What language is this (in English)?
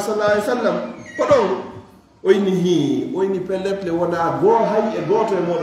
Fula